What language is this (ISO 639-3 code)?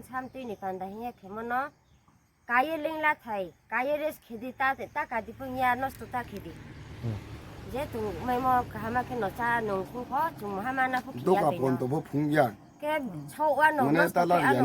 ria